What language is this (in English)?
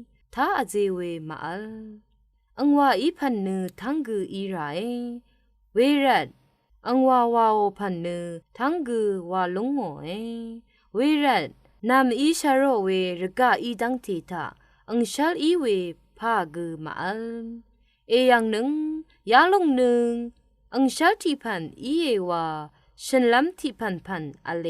Rawang